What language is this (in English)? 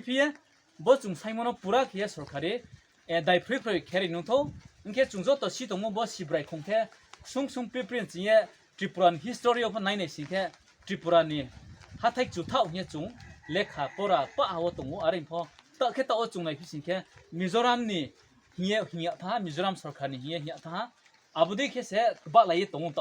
Riang (India)